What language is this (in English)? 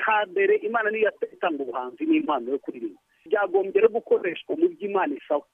Kinyarwanda